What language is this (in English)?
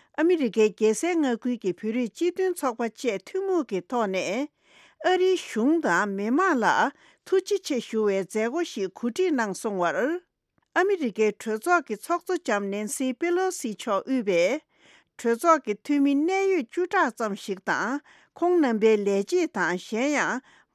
Tibetan